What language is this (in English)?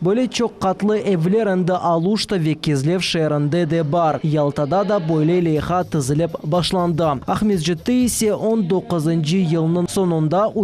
Crimean Tatar